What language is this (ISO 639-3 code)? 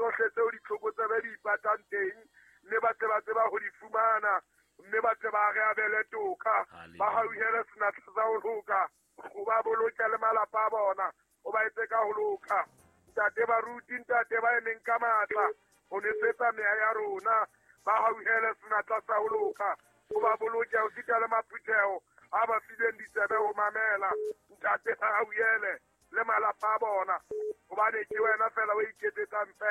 sot